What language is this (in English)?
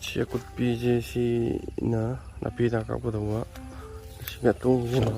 Manipuri